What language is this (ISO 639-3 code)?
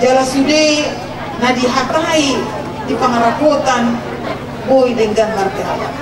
bbc